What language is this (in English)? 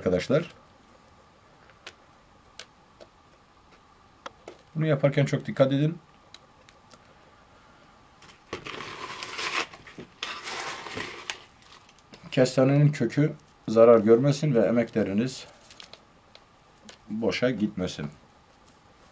Turkish